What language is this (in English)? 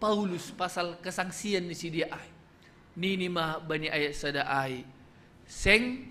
Batak Simalungun